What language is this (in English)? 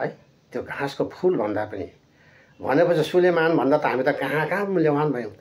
Nepali